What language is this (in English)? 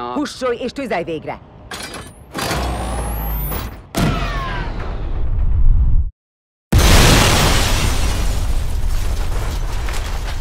Hungarian